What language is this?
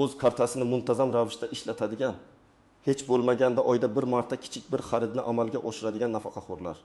Uzbek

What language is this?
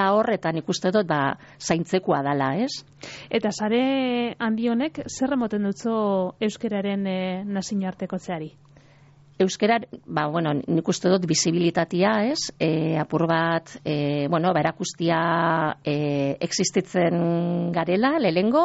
Basque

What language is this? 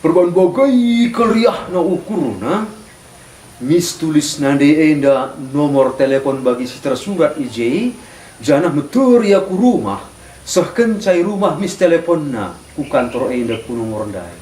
Batak Karo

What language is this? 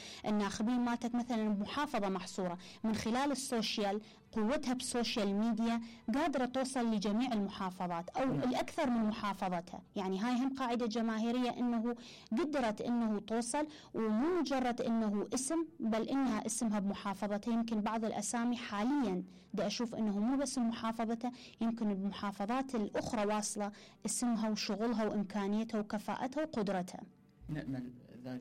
Mesopotamian Arabic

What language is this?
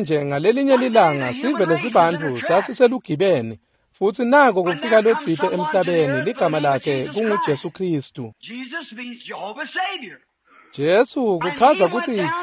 Swati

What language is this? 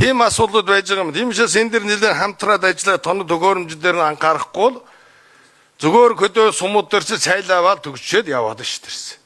Mongolian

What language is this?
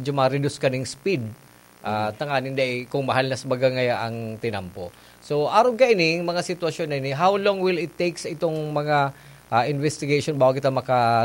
Bikol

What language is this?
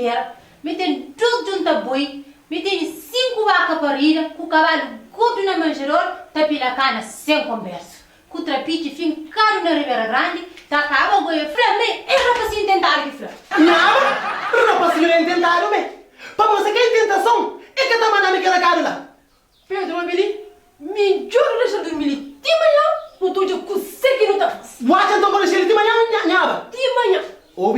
Kabuverdianu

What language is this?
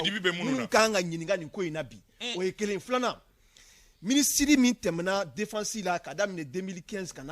Bambara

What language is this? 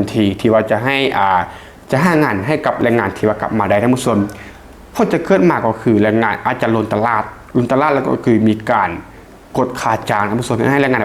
Lao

